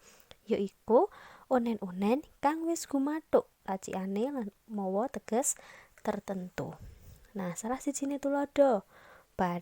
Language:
Javanese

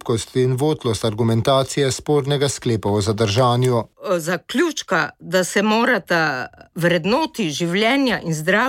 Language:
Slovenian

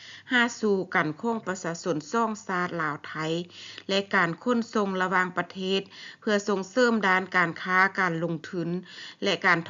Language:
Lao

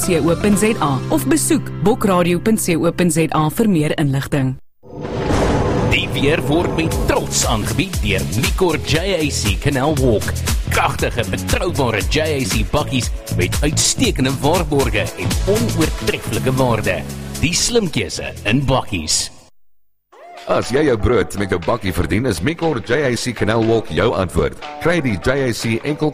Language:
Afrikaans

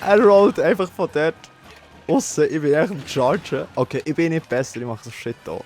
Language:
Swiss German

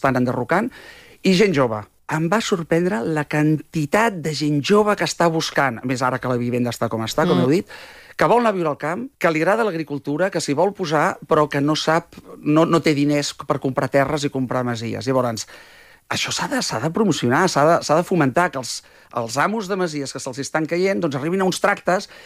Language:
Catalan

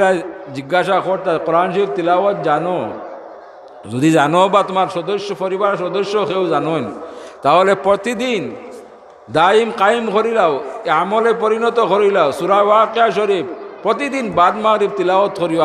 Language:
Sylheti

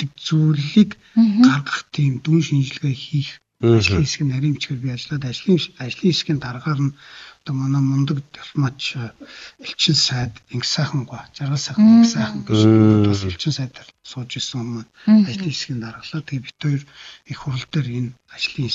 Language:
Mongolian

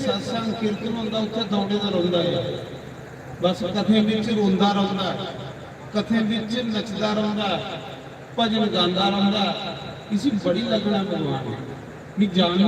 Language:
Dogri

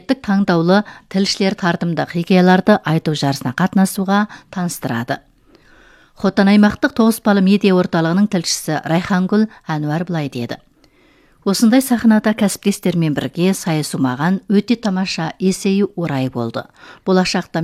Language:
Kazakh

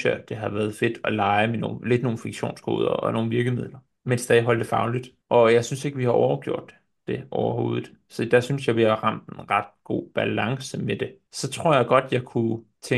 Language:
Danish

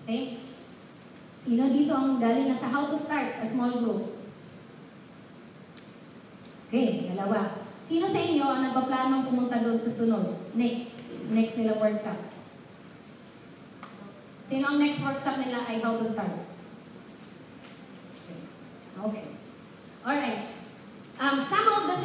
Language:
Filipino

